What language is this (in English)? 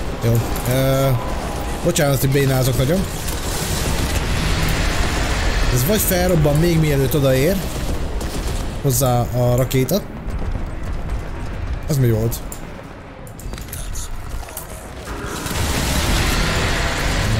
Hungarian